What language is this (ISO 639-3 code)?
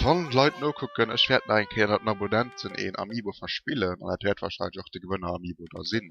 ltz